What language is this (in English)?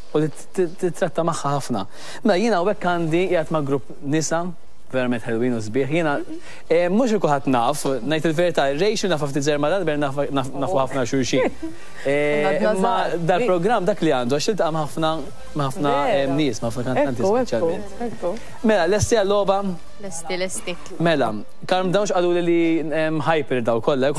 Maltese